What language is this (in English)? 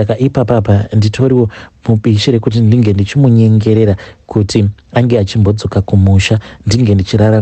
Shona